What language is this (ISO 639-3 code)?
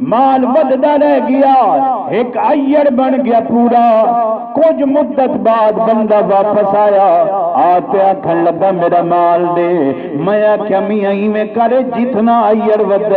skr